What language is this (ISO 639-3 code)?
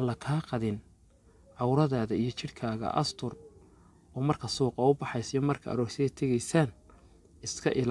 som